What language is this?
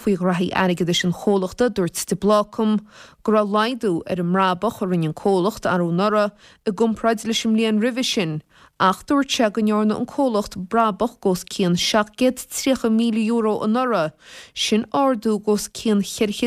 Irish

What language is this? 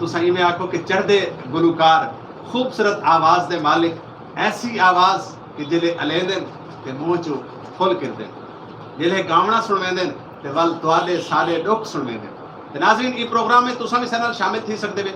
Saraiki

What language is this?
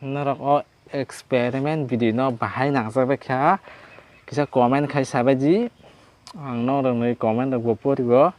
Kok Borok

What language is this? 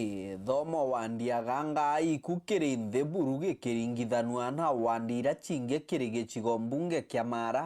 Meru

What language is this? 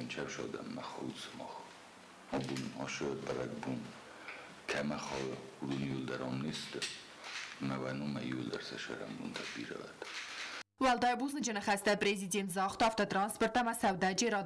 Ossetic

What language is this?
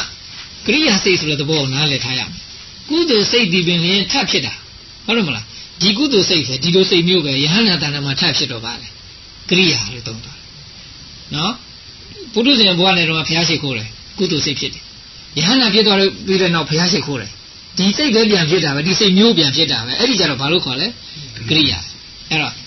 Burmese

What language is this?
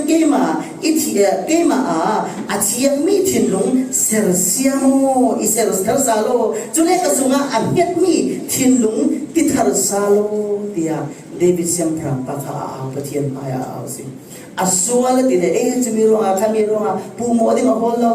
Falam Chin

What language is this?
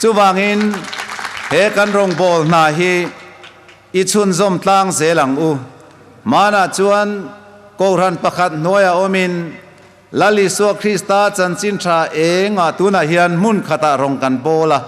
Hmar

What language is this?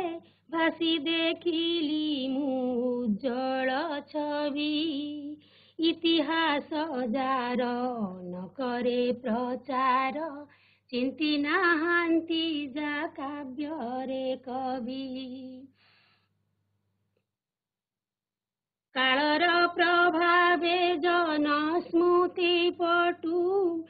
Odia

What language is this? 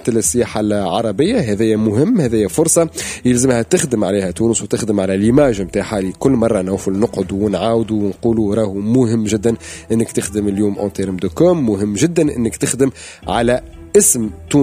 Tunisian Arabic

